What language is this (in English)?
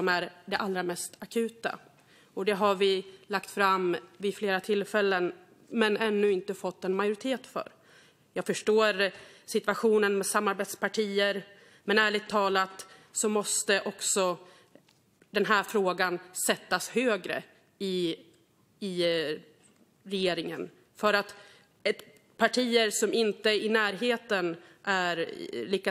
Swedish